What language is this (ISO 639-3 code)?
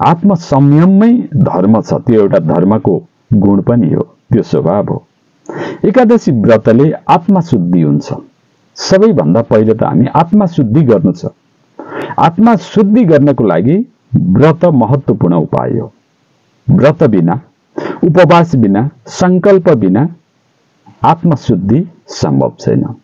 nep